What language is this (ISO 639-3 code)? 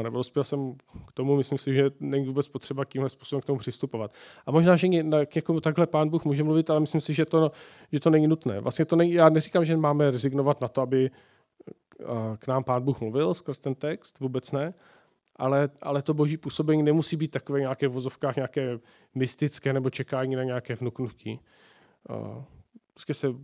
ces